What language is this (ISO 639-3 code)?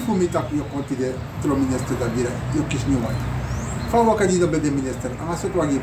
srn